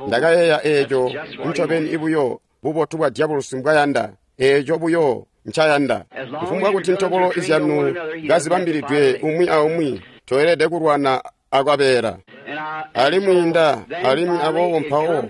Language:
Tonga (Zambia)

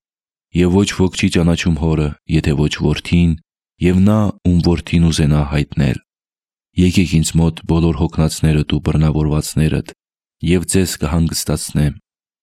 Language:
Armenian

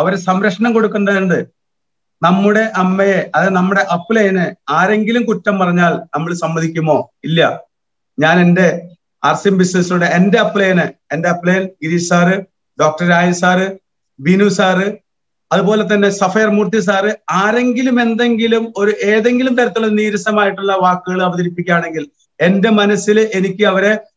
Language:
Malayalam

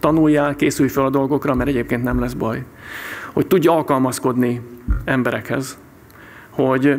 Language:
Hungarian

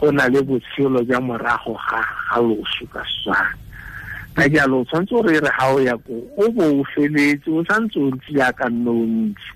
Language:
Tswana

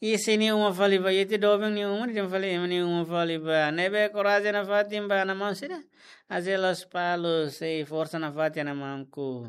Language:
Tetum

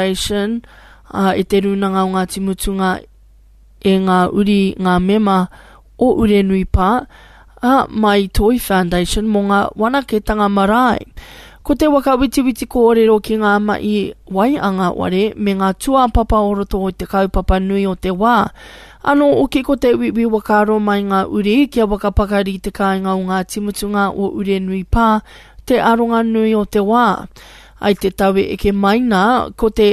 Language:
Māori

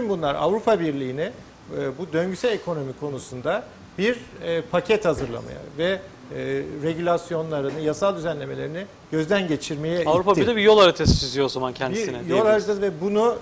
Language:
Turkish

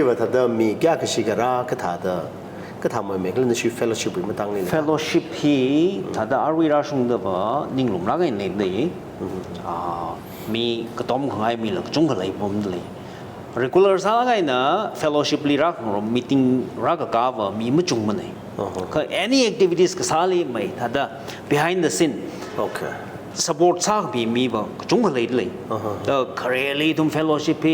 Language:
Tangkhul Naga (India)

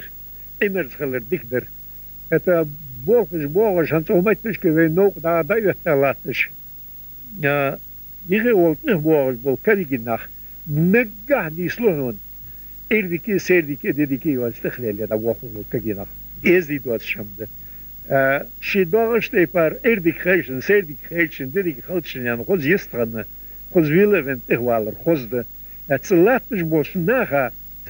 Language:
Ingush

